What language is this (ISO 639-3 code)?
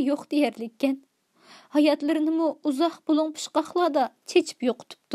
uig